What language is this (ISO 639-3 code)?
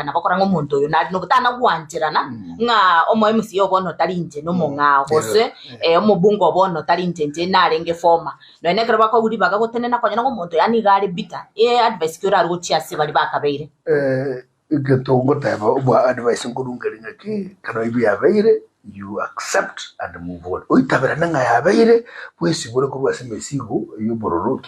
guz